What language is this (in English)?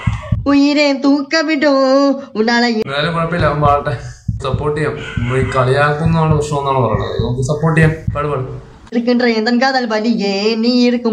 Malayalam